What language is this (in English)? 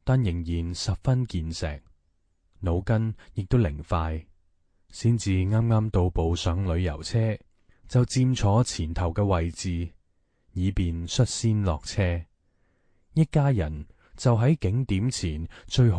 Cantonese